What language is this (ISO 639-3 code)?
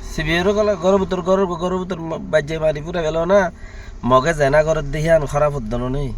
rhg